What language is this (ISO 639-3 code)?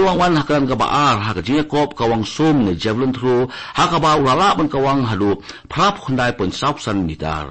kha